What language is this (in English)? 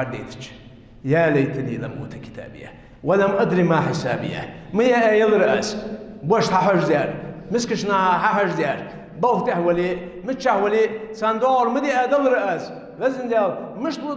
Ingush